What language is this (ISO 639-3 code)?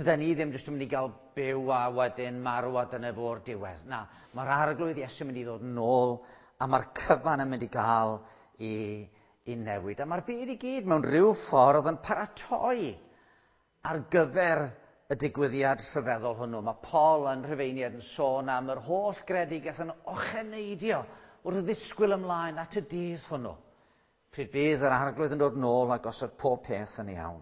cym